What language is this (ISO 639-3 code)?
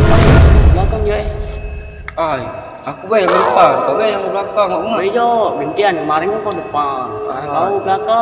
mui